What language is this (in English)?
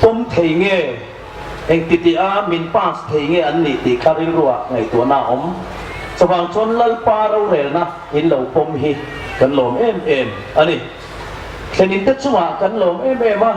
Hmar